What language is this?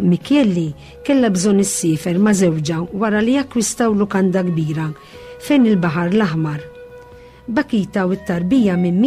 Maltese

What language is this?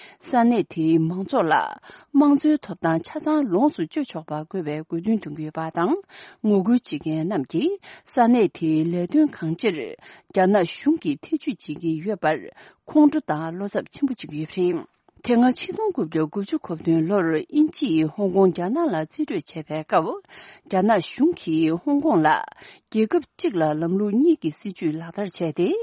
Tibetan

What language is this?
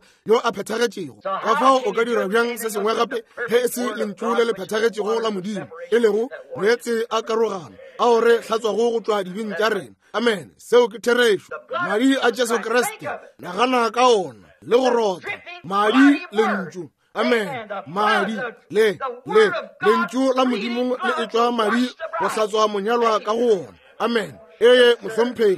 Northern Sotho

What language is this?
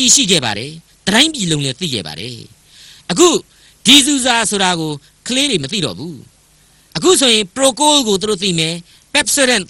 Burmese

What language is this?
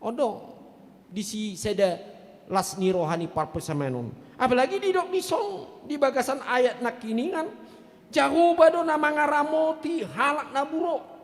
Batak Toba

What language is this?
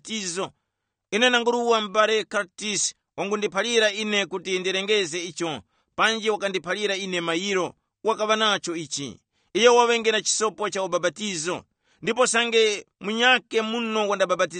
Tumbuka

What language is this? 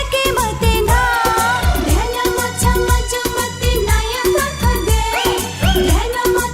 Newari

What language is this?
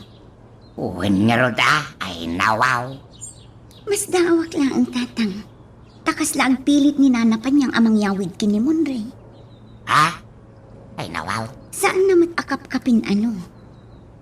Iloko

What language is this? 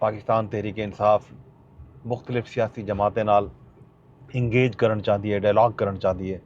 Saraiki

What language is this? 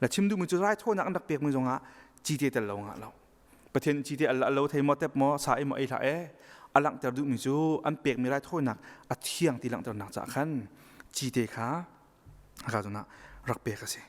Hakha Chin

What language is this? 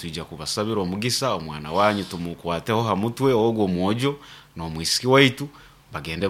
Nyoro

